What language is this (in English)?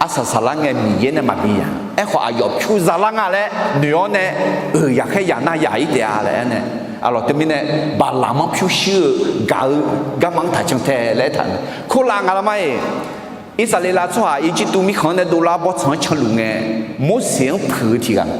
Akha